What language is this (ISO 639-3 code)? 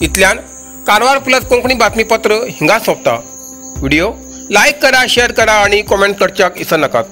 kok